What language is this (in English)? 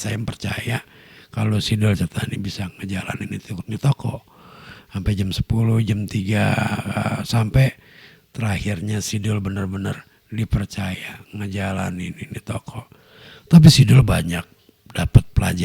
Betawi